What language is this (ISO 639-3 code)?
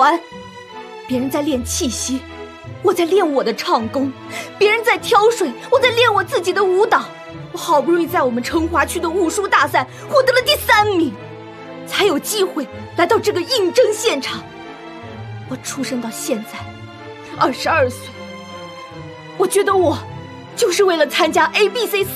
zho